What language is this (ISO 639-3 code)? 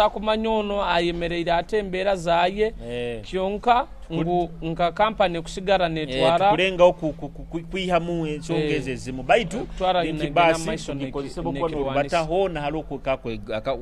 nyo